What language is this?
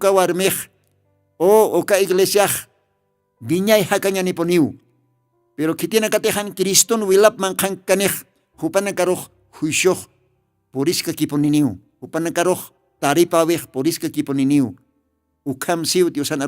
Aymara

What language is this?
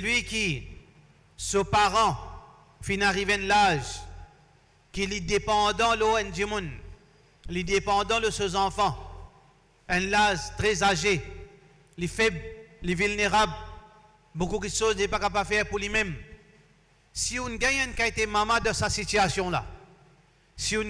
Morisyen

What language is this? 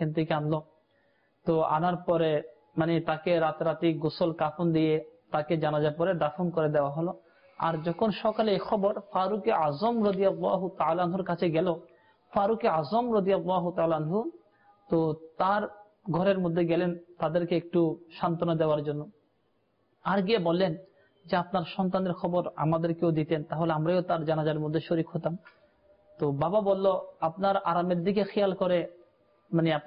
Bangla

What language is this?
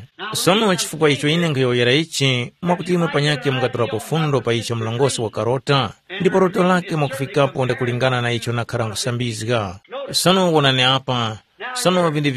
Tumbuka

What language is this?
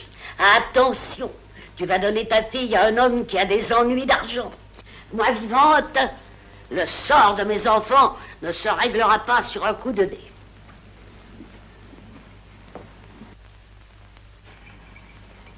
French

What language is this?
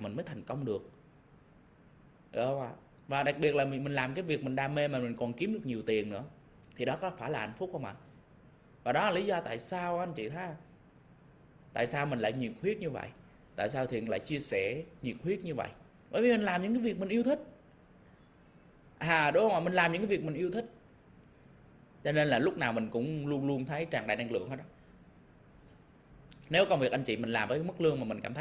Vietnamese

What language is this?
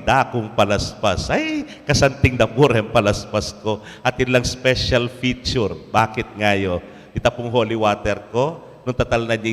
Pampanga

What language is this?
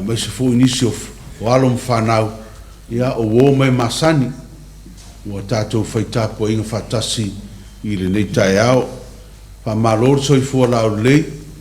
Samoan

